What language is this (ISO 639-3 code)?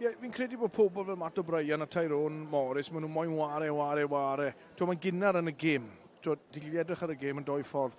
cym